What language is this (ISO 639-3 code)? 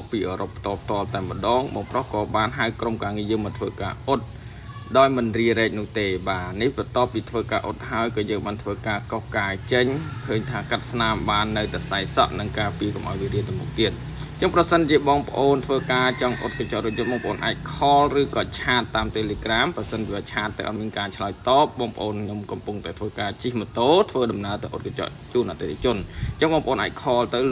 khm